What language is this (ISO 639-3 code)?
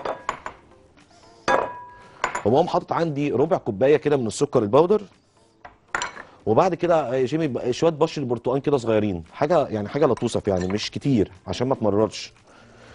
arz